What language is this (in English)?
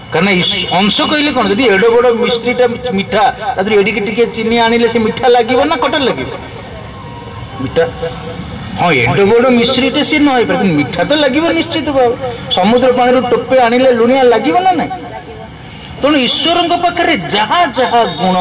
Odia